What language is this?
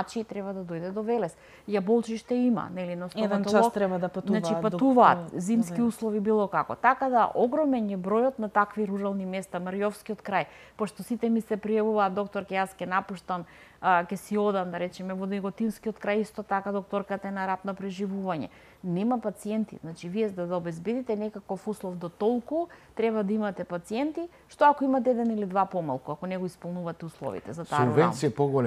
Macedonian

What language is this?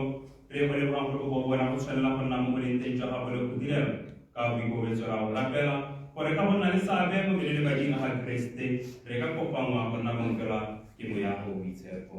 Tswana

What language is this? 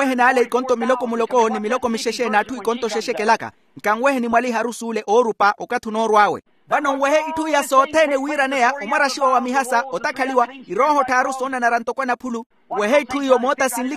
Makhuwa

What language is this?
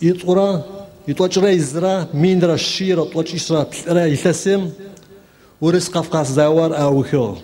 Adyghe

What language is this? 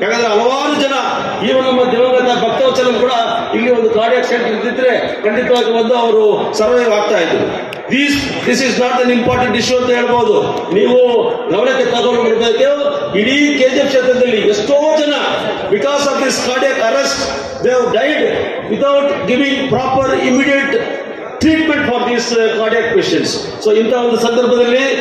Kannada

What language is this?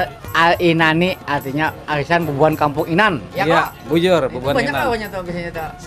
Banjar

